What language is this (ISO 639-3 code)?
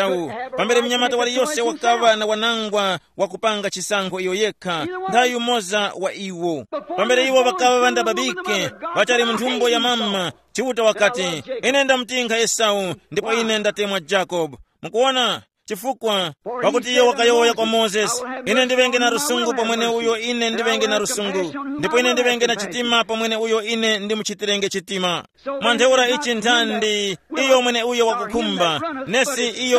tum